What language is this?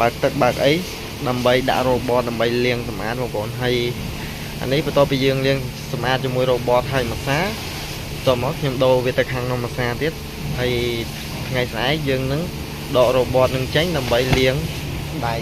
Khmer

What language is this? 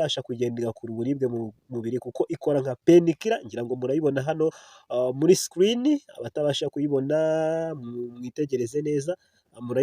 Kinyarwanda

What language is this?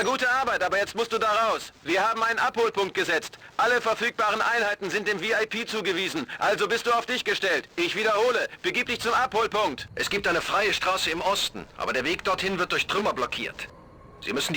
Bavarian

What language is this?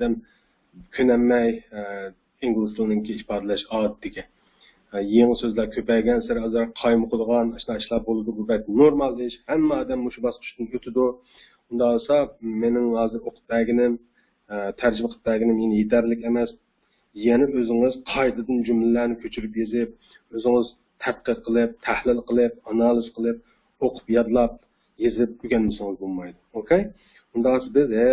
Uyghur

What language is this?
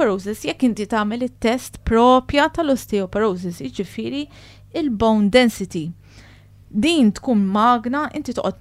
Maltese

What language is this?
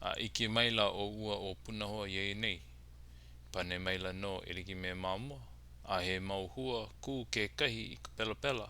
Hawaiian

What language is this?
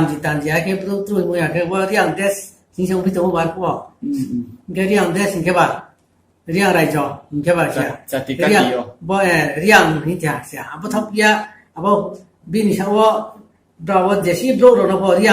Riang (India)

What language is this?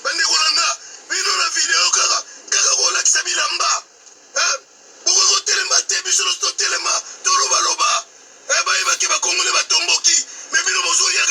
Lingala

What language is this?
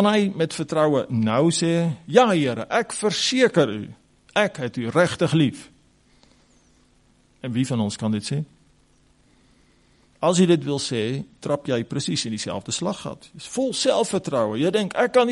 Afrikaans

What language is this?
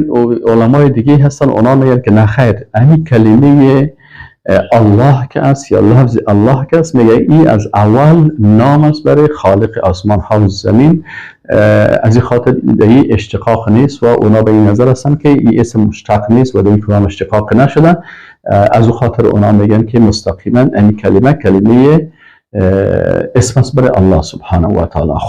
Persian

